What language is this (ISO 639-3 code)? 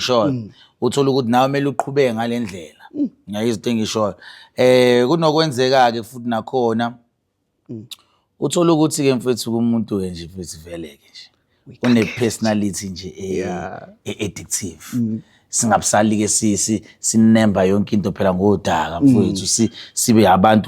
zul